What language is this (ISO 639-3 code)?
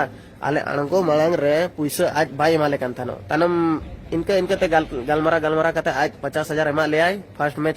sat